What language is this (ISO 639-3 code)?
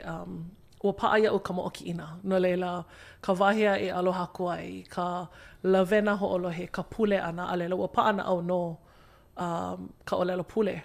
haw